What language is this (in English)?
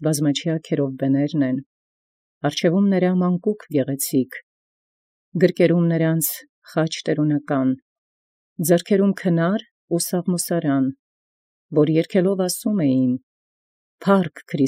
Armenian